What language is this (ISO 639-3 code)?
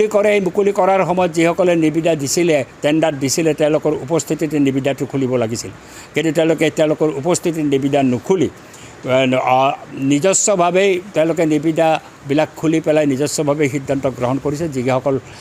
asm